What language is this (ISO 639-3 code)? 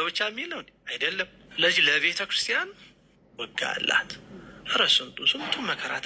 amh